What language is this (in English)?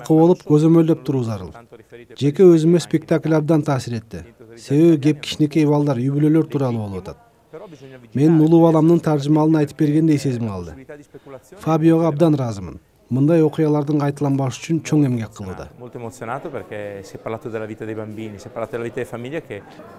Kyrgyz